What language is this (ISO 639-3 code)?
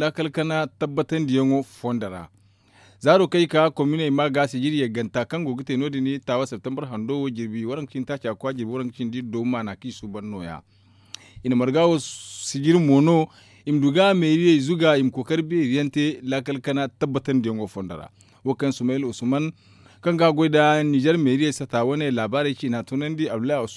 dje